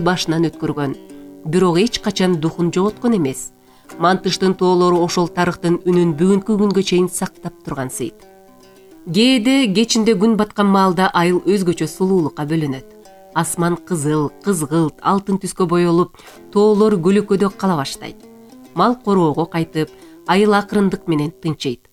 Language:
Kyrgyz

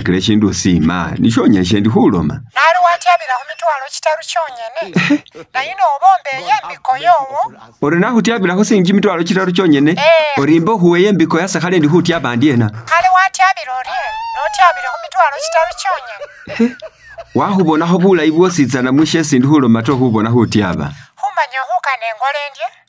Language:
Masaaba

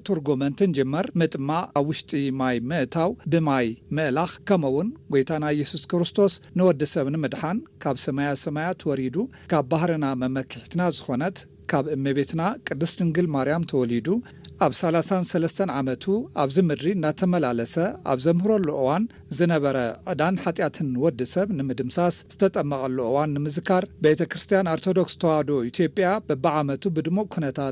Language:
Tigrinya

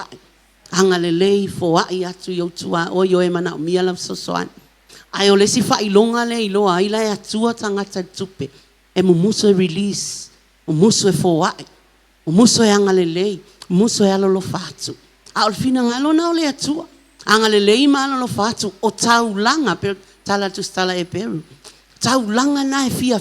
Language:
Samoan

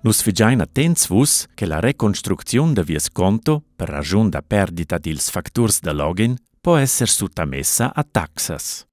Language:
Romansh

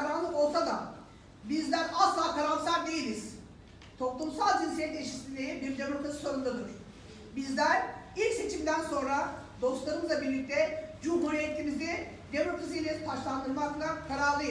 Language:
Turkish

